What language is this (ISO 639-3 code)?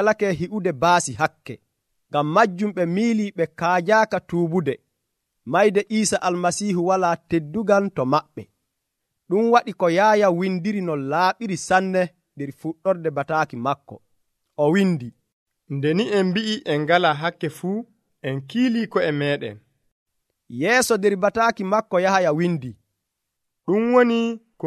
fuv